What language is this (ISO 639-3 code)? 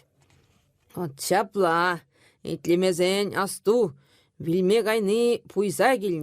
chv